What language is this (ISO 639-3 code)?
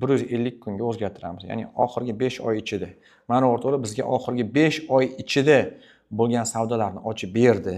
uzb